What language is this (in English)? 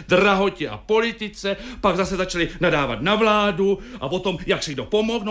Czech